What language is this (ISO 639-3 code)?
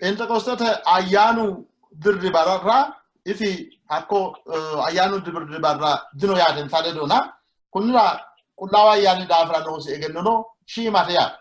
sid